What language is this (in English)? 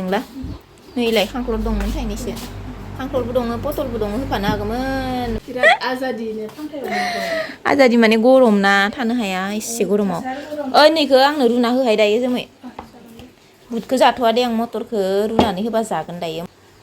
Bodo